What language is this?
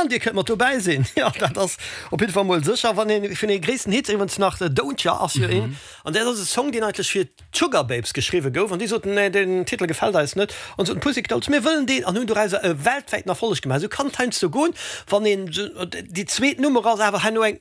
Luxembourgish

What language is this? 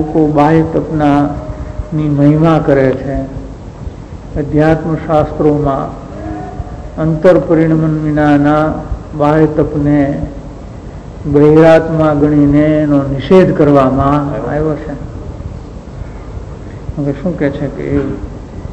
Gujarati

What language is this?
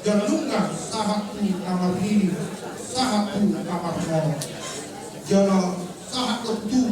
Batak Toba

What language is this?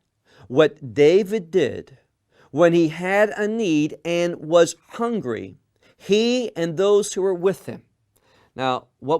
English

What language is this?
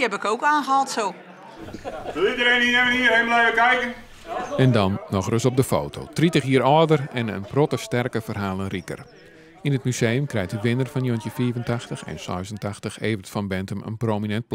Western Frisian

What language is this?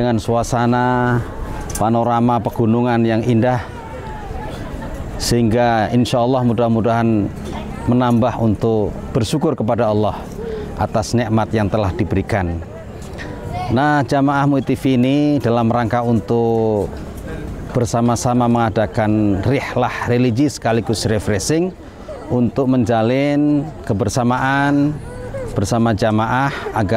Indonesian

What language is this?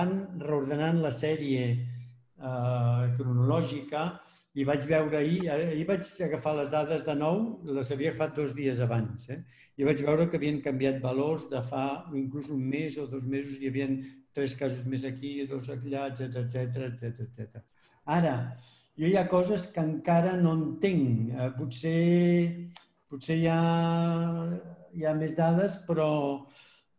Catalan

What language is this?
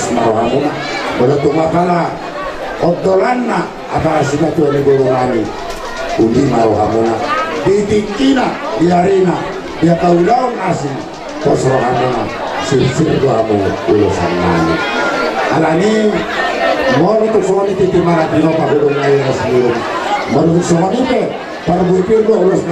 Batak Toba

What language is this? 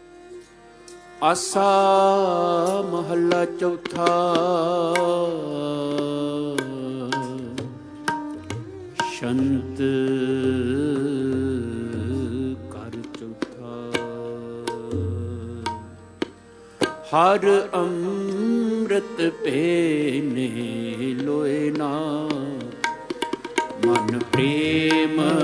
Punjabi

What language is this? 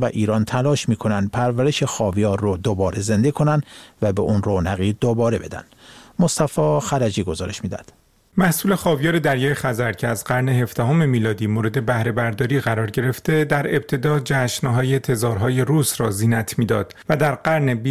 Persian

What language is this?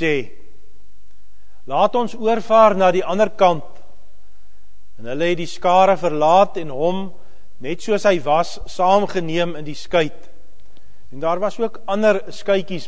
Afrikaans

